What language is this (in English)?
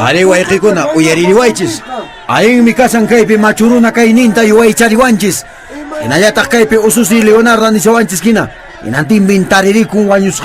Quechua